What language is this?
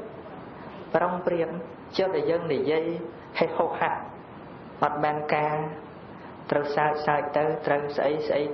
Khmer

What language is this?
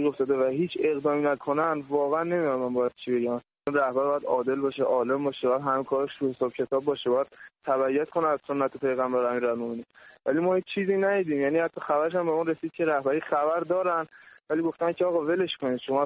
Persian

